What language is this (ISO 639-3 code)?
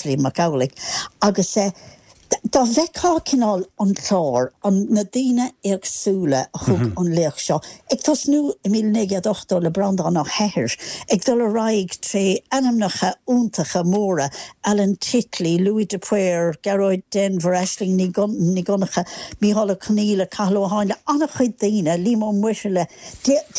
gle